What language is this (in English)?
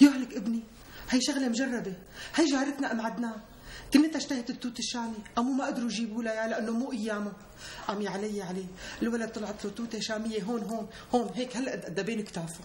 North Levantine Arabic